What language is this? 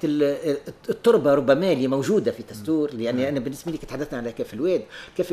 Tunisian Arabic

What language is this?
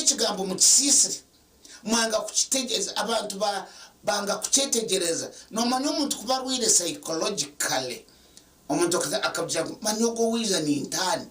Nyankole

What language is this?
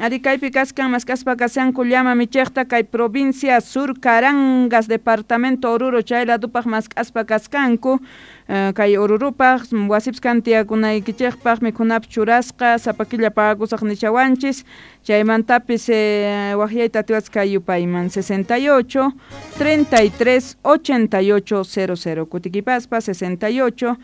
South Bolivian Quechua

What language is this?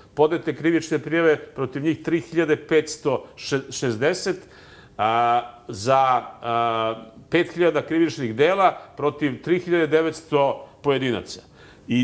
Serbian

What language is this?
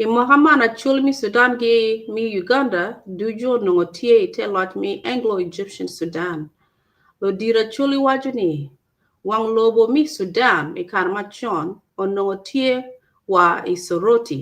Acoli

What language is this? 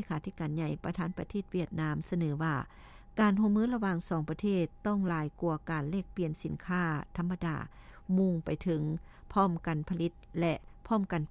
Lao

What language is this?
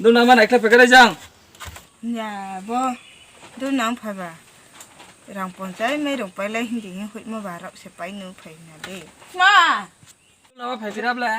Riang (India)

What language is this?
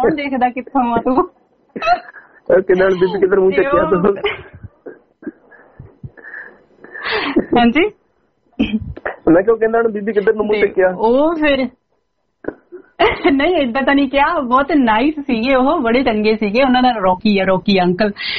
Punjabi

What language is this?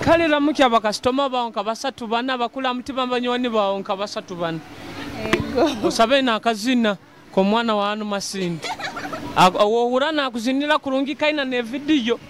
Nyoro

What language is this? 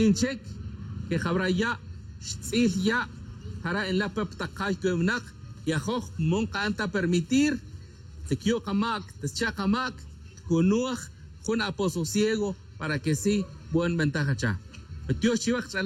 Tz'utujil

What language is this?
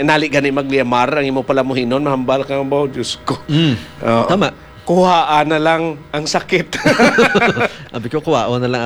Hiligaynon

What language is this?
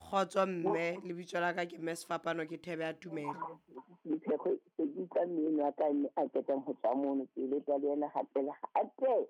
Southern Sotho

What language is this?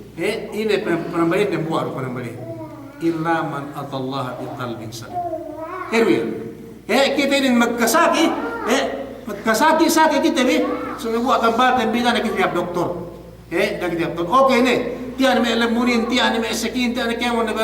Yakan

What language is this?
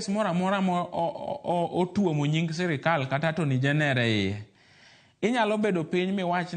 Luo (Kenya and Tanzania)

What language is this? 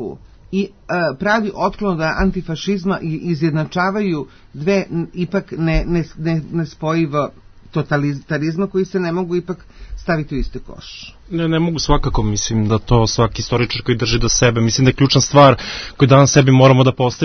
Serbian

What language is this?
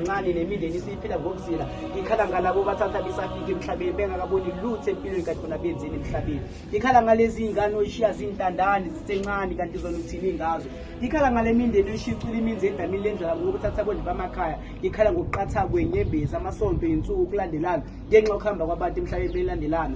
Zulu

